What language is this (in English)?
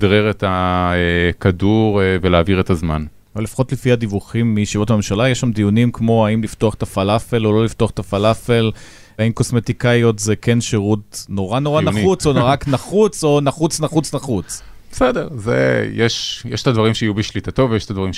Hebrew